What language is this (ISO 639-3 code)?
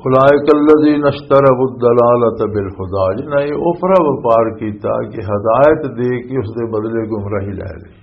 lah